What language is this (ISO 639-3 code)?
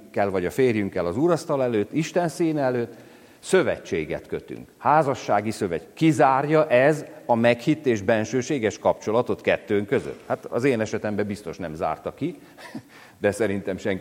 hun